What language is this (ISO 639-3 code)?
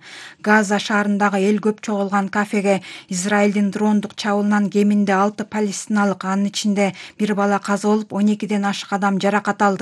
kir